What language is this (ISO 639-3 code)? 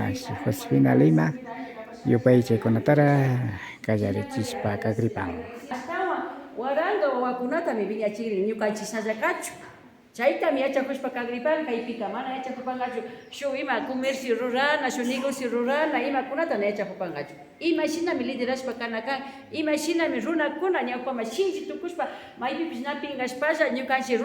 qvi